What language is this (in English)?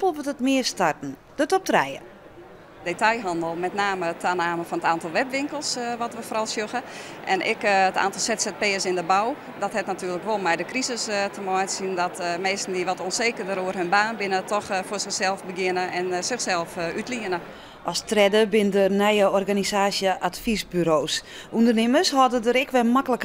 Western Frisian